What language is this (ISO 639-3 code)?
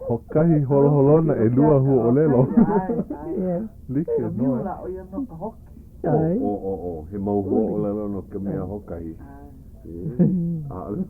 haw